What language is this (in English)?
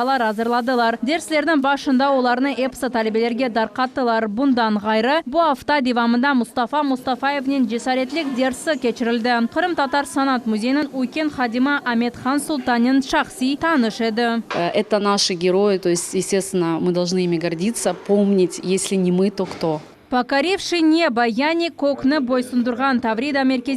Crimean Tatar